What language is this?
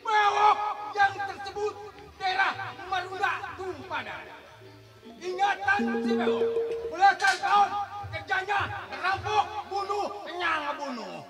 Betawi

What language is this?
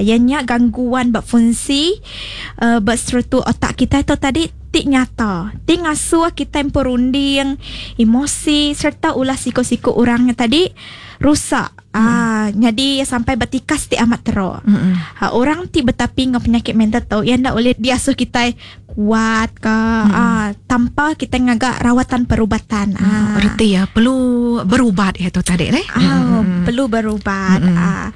Iban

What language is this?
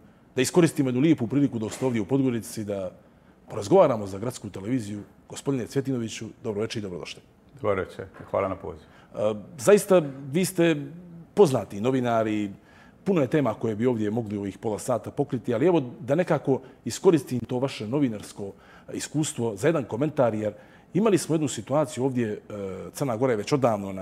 Serbian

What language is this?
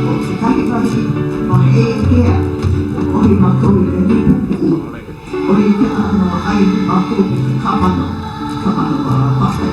Hawaiian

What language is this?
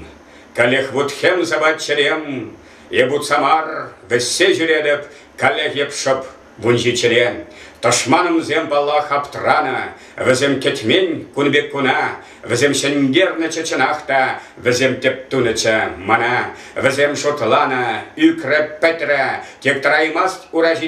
Chuvash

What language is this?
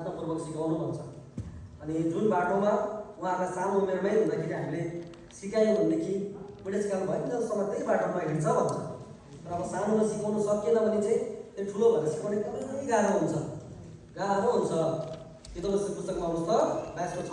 Nepali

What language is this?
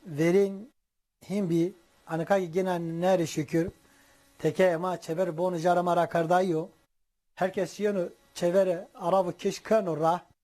Zaza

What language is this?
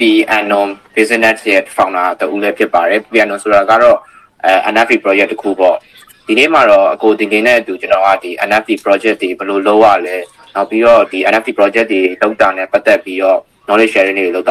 Burmese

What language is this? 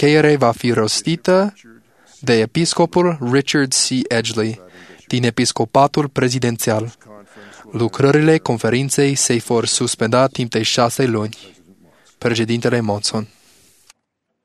Romanian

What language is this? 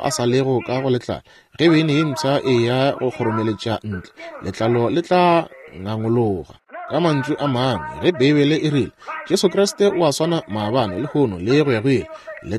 Northern Sotho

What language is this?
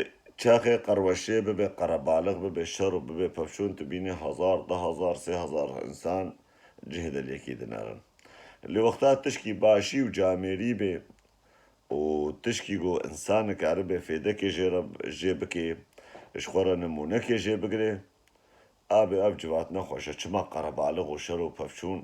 Kurdish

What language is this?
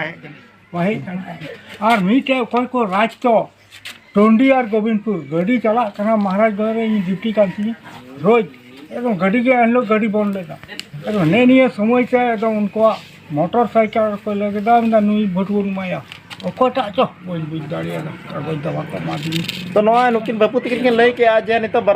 Santali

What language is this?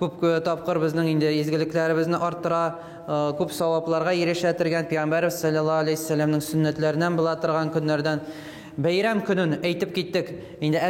Tatar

